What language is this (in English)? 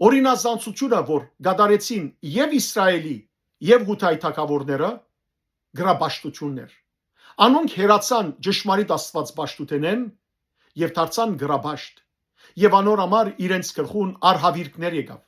Western Armenian